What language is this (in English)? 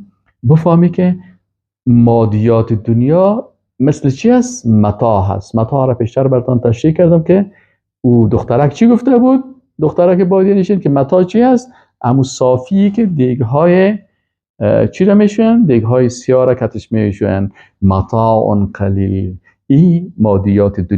Persian